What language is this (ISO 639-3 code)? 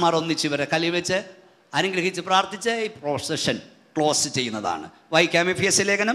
mal